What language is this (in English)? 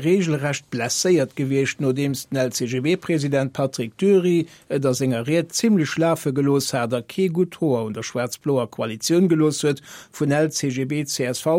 Luxembourgish